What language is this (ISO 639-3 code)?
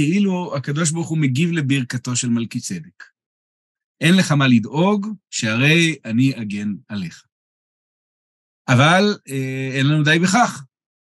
heb